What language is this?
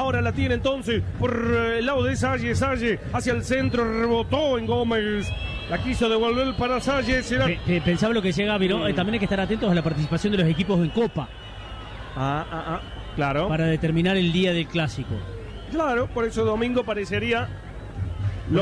Spanish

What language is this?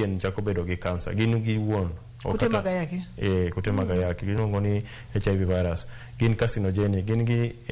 Luo (Kenya and Tanzania)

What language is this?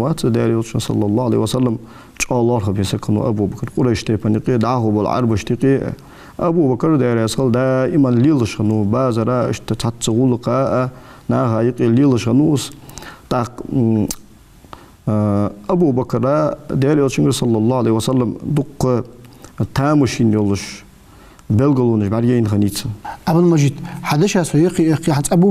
Ingush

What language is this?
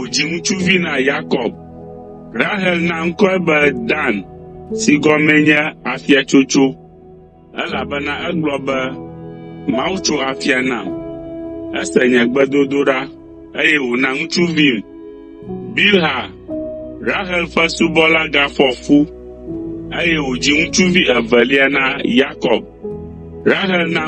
Ewe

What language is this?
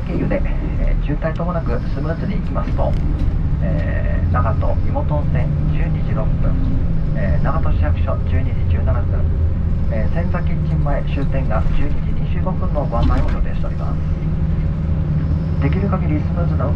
Japanese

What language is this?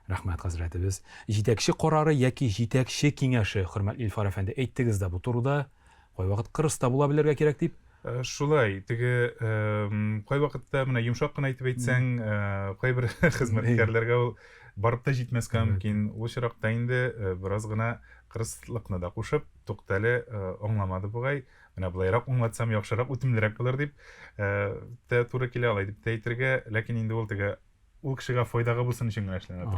Tatar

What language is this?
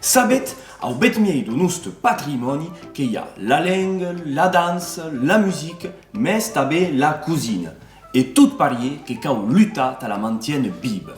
Occitan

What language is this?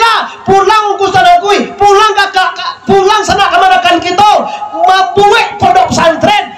Minangkabau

